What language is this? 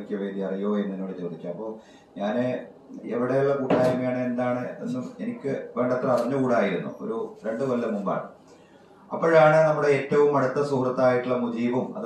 Malayalam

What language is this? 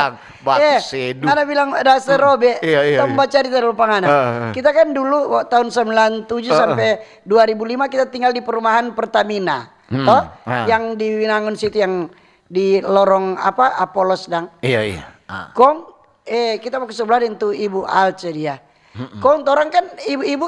Manado Malay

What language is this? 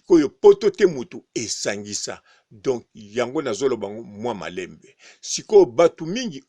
Lingala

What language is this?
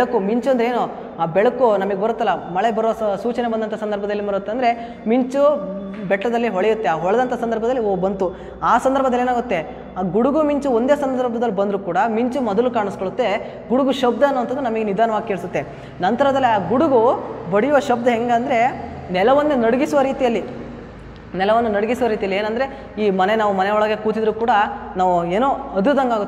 Kannada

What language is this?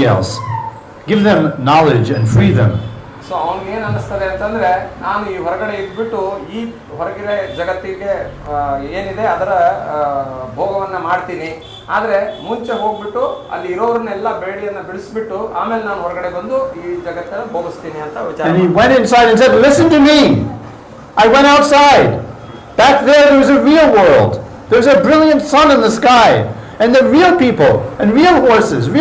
Kannada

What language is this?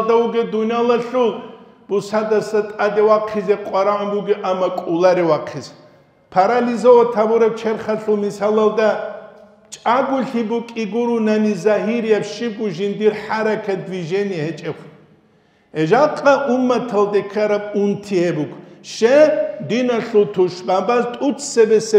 Avaric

